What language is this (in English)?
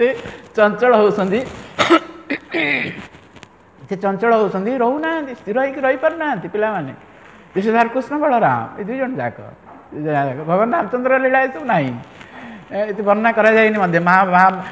Odia